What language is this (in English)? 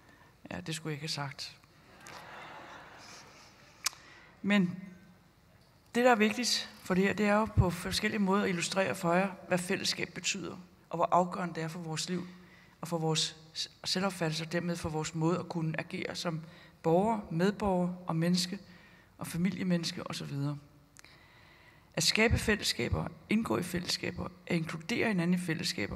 Danish